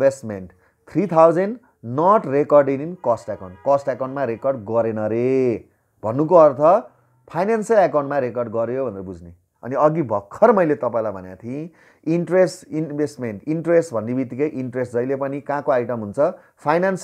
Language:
Nepali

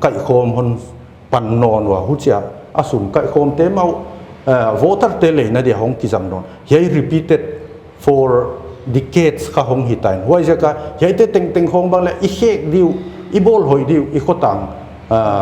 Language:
Paite Chin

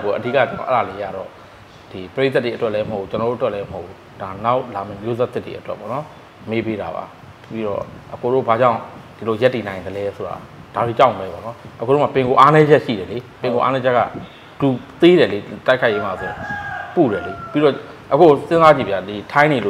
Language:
Burmese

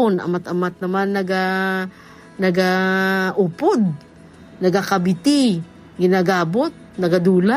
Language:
Hiligaynon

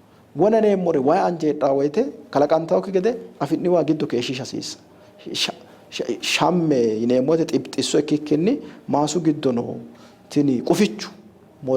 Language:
Sidamo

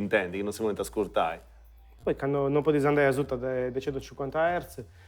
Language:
Sardinian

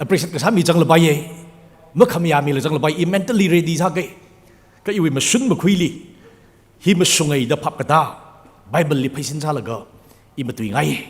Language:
Tangkhul Naga (India)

